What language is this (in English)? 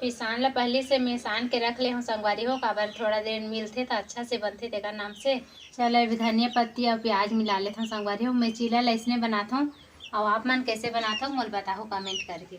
Chhattisgarhi